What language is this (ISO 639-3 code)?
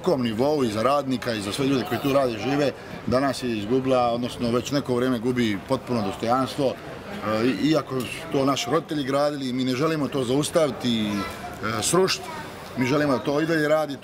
bos